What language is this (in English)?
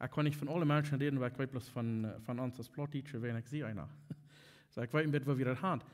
Plautdietsch